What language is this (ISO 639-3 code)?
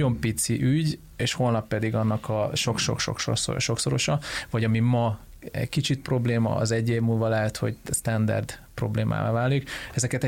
hun